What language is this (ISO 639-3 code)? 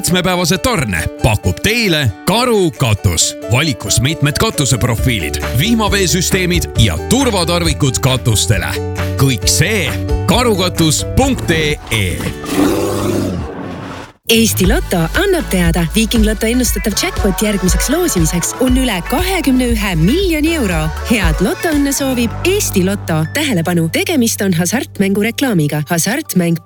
est